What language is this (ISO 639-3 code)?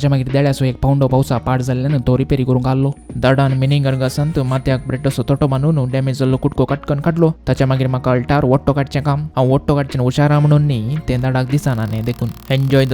kok